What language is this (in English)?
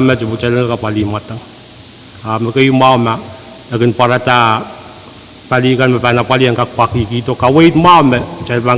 Pohnpeian